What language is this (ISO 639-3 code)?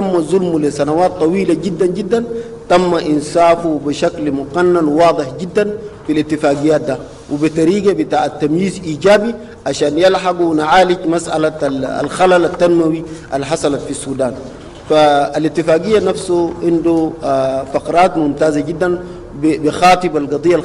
apd